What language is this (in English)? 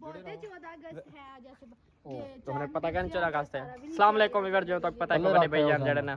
Saraiki